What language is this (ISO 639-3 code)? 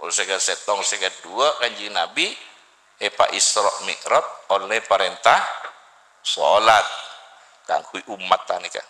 mad